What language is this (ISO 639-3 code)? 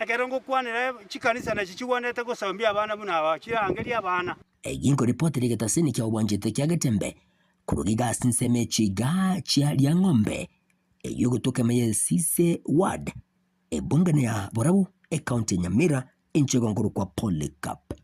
guz